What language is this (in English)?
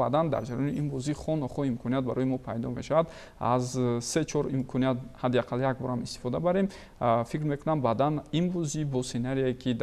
Tajik